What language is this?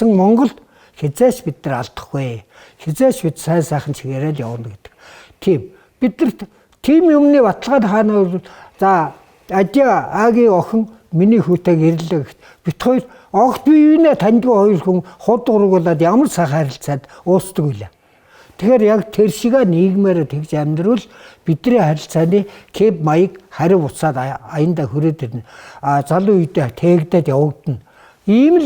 Mongolian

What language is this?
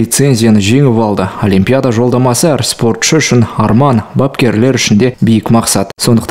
Kazakh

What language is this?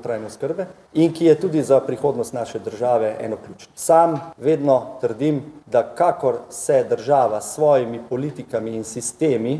Slovenian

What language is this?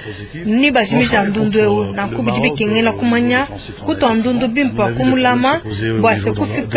Luba-Lulua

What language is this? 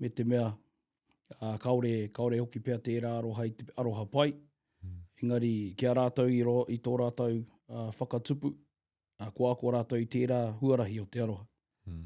Māori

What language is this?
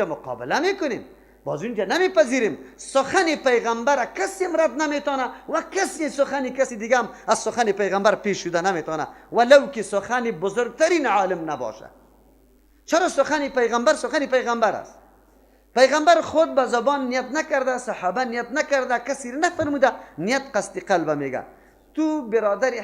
Persian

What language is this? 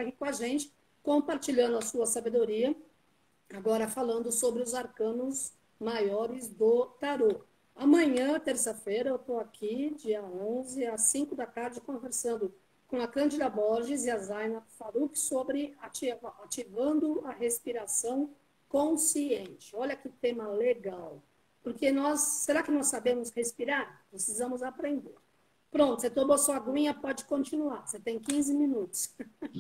Portuguese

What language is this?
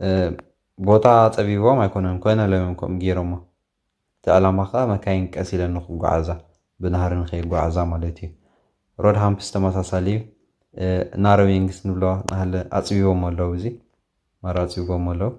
Tigrinya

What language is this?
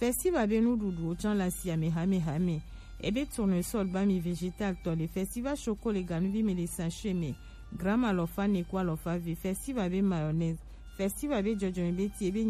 Gen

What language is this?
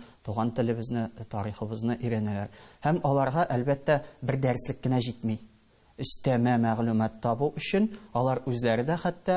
Tatar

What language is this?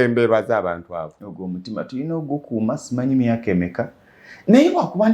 Ganda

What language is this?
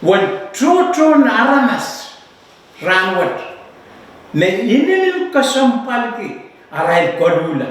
Pohnpeian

